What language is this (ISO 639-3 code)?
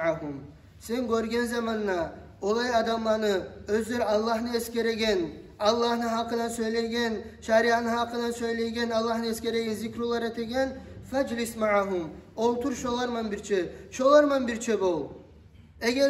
kum